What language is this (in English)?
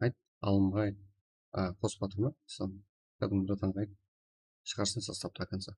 Kara-Kalpak